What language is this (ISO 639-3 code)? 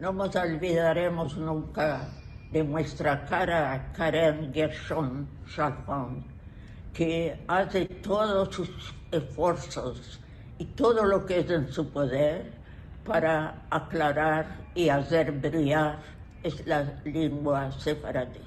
lad